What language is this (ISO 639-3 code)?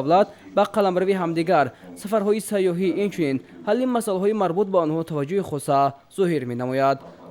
tgk